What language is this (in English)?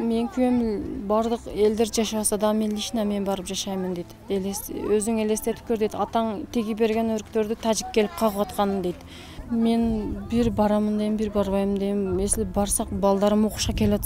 Kyrgyz